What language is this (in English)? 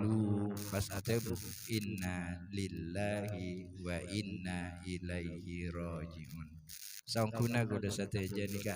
Madurese